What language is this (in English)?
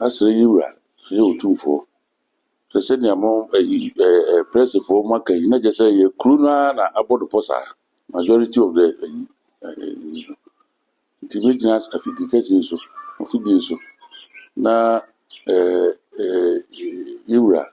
Akan